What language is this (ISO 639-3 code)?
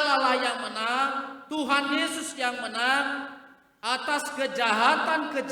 nia